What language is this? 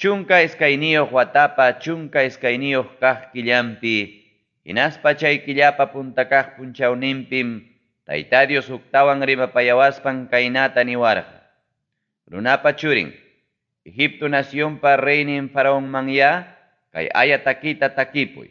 Ayacucho Quechua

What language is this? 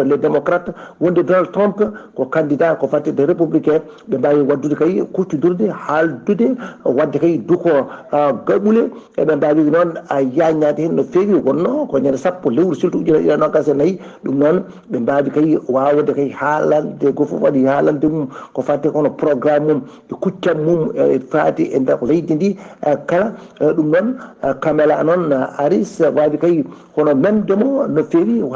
Fula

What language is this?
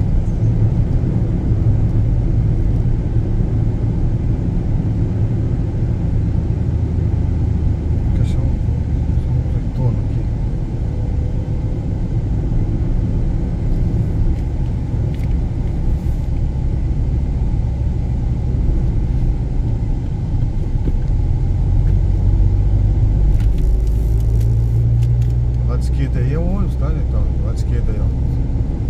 Portuguese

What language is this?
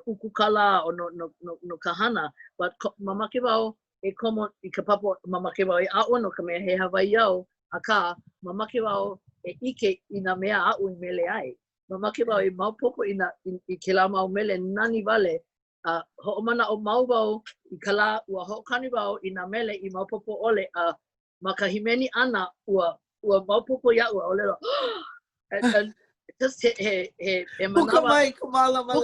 Hawaiian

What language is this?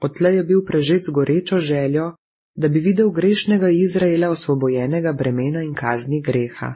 Slovenian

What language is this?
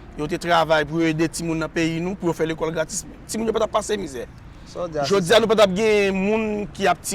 Haitian Creole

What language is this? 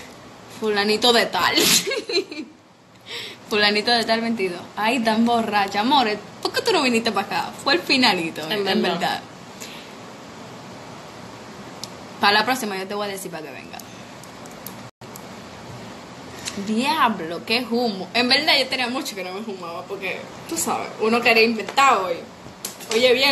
Spanish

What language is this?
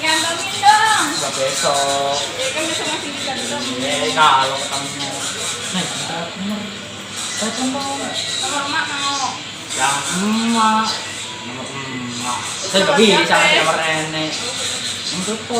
Betawi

